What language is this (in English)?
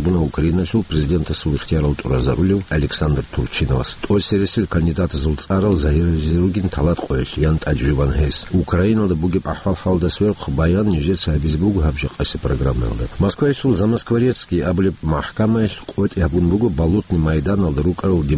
Avaric